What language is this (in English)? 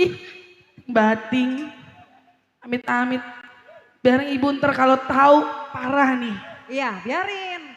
Betawi